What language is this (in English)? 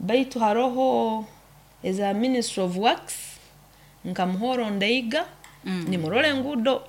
Nyoro